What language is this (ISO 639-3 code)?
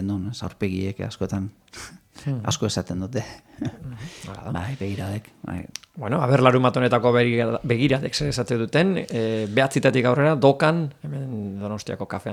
eus